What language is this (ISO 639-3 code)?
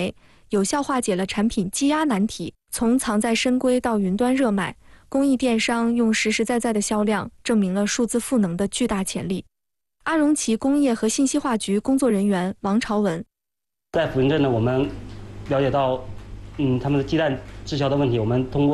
zho